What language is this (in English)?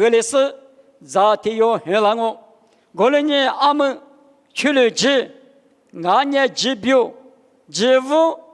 Lisu